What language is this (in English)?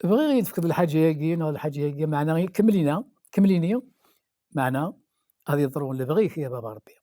Kabyle